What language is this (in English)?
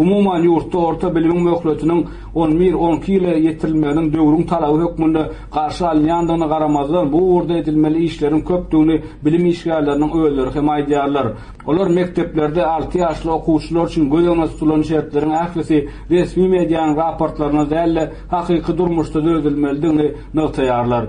Turkmen